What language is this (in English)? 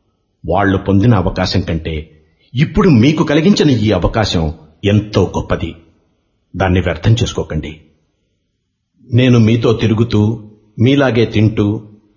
Telugu